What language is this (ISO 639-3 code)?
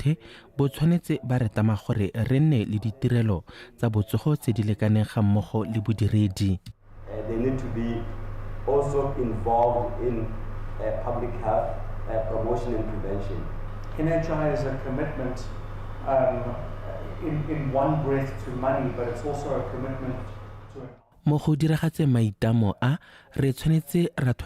tsn